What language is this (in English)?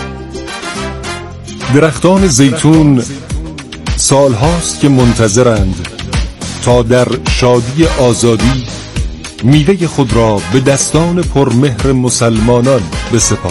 Persian